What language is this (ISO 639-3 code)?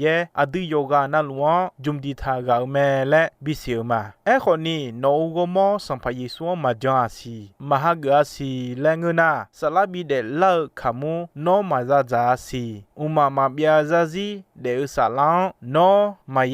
ahk